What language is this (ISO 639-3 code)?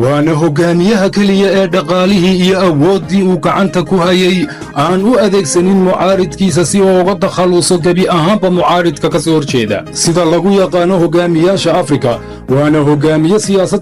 som